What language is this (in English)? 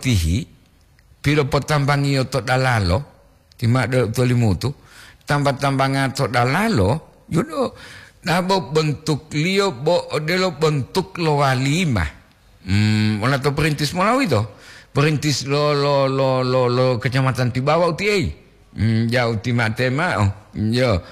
Gorontalo